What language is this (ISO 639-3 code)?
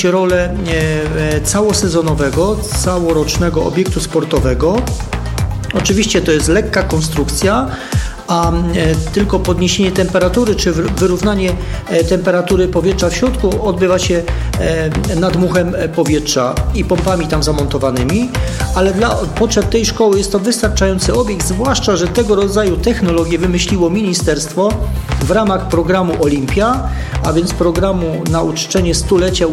pol